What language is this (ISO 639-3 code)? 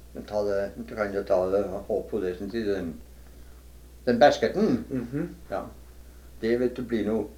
nor